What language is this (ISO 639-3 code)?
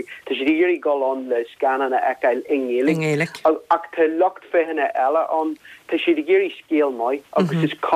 gle